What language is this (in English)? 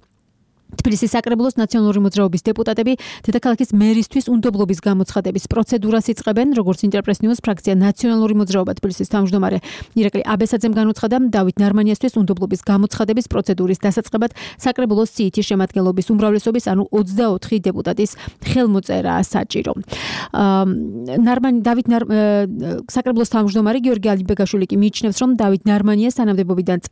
Georgian